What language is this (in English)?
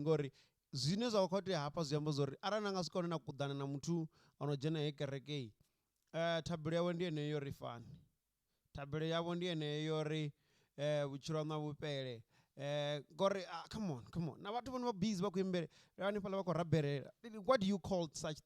Venda